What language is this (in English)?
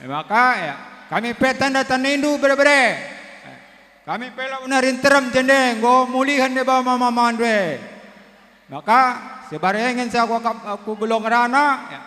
Batak Karo